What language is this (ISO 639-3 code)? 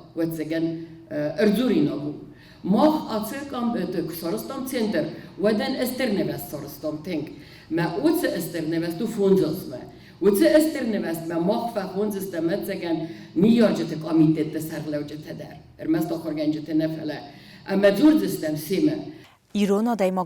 oss